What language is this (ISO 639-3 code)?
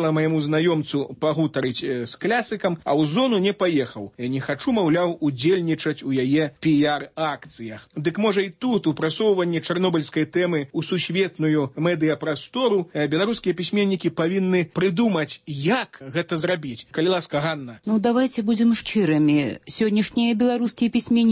bel